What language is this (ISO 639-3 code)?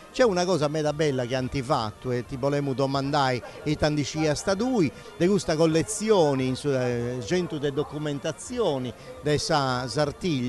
srd